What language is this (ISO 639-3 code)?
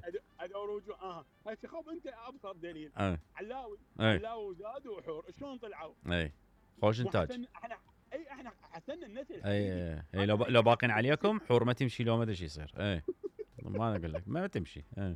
acm